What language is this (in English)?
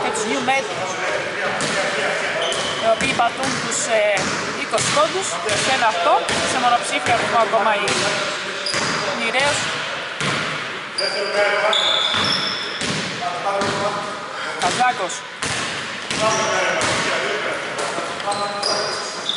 Greek